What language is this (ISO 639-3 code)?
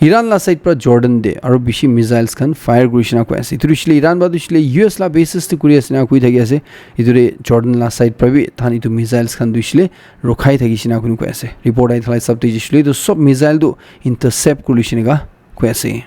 nag